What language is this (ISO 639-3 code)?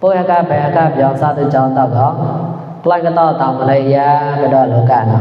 mnw